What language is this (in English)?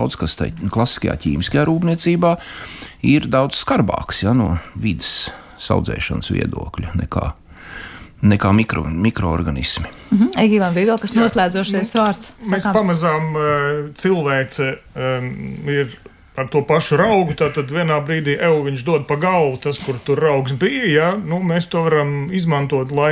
Latvian